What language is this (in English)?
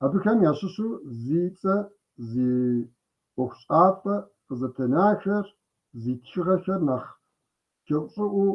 Kabardian